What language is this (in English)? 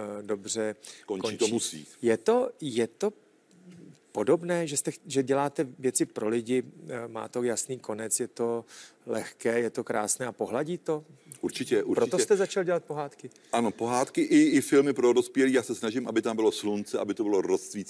Czech